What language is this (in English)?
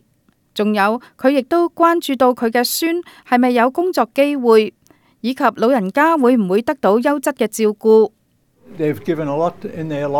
Cantonese